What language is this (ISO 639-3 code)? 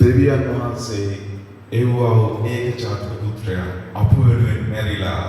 sin